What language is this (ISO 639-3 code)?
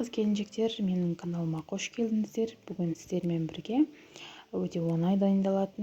kaz